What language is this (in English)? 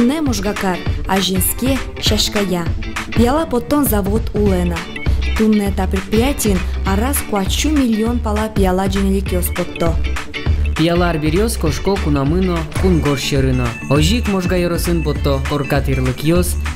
Udmurt